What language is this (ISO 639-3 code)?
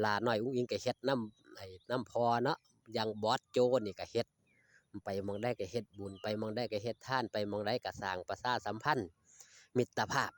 tts